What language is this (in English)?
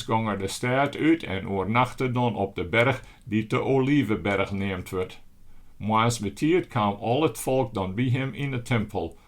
Western Frisian